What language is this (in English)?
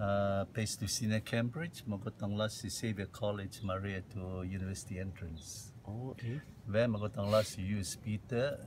Rotuman